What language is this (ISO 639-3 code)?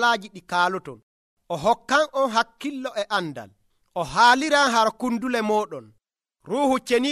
fuv